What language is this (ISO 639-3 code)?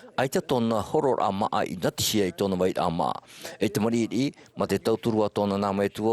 tah